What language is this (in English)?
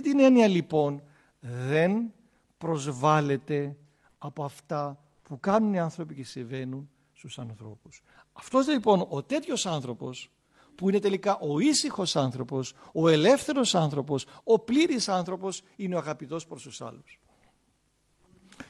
Greek